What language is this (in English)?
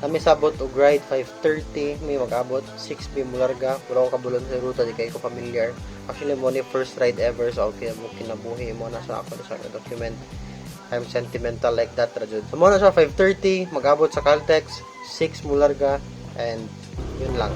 Cebuano